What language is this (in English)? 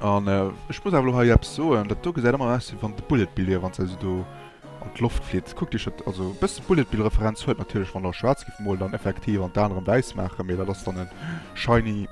Luxembourgish